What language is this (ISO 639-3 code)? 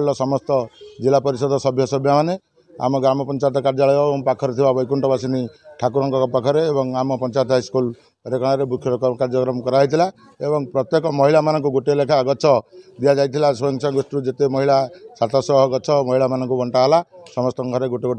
ori